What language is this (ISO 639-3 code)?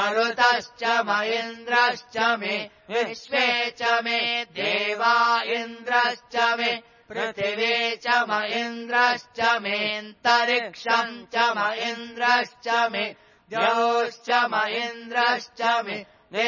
san